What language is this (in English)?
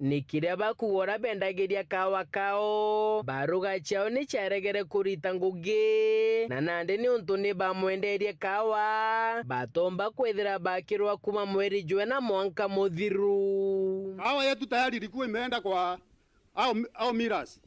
Meru